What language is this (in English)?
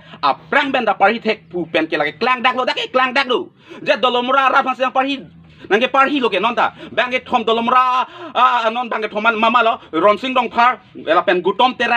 Karbi